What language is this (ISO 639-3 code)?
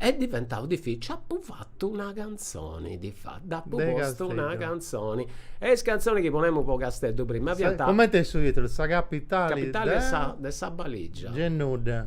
srd